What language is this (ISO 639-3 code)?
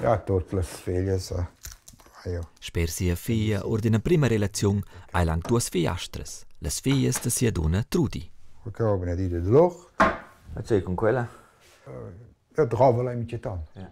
roh